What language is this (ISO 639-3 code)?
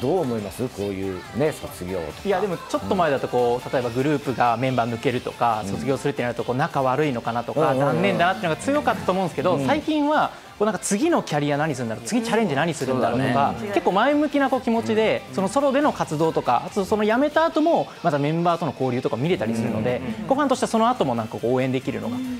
jpn